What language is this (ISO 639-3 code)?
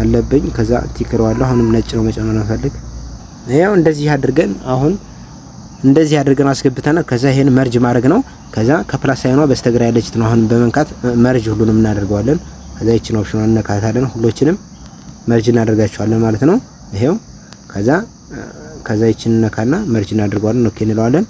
amh